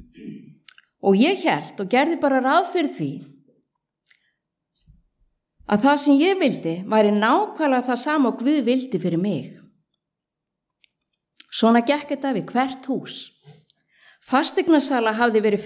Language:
Icelandic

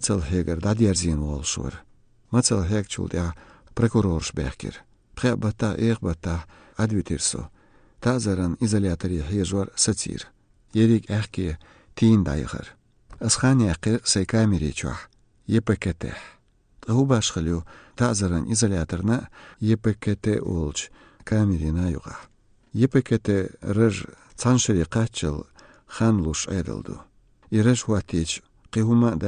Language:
Chechen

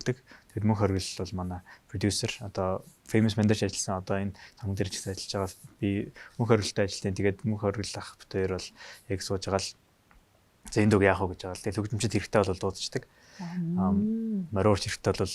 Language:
Mongolian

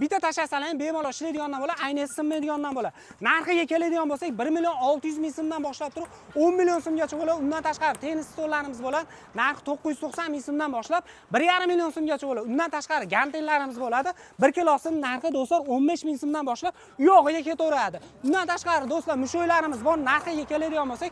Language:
Uzbek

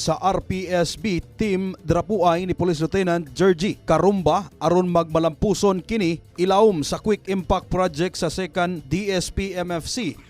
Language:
Cebuano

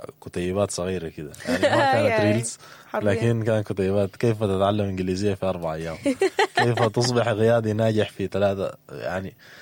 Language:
Sudanese Arabic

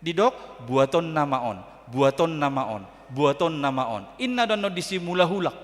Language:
Batak Toba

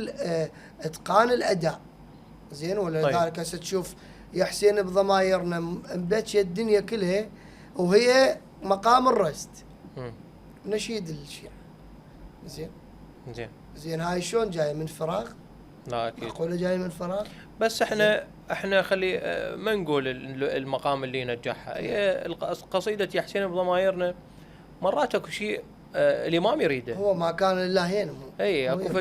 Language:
Mesopotamian Arabic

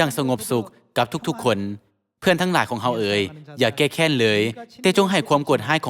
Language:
Lao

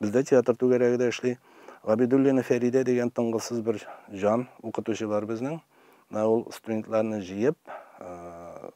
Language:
Tatar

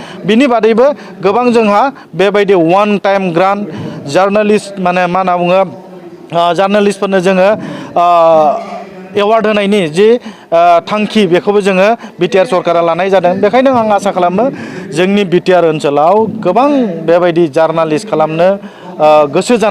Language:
Bodo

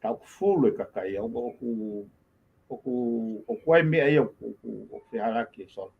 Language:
Tongan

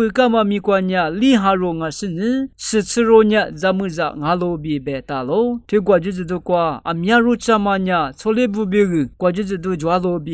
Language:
Lisu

